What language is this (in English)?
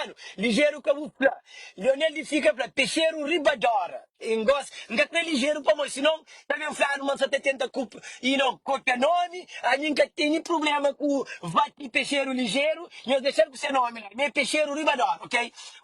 Kabuverdianu